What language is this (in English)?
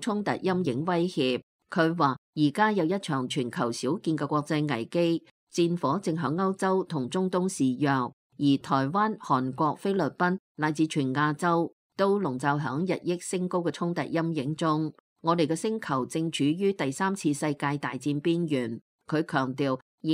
Cantonese